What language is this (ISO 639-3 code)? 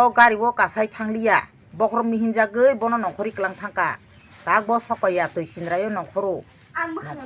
trp